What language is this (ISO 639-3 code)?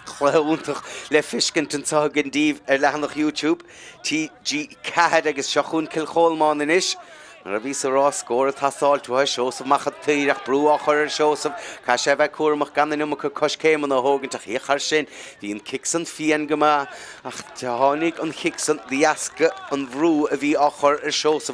gle